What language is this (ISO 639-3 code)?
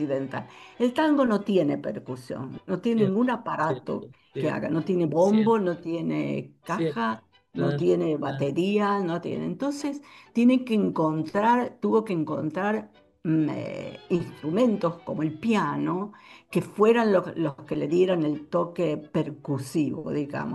spa